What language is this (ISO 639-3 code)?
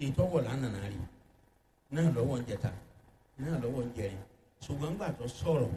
yor